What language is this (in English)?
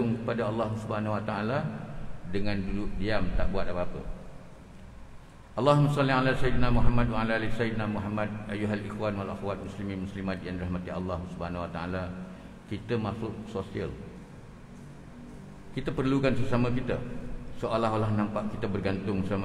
Malay